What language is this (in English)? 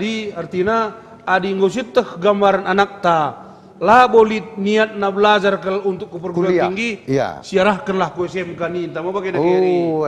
Batak Karo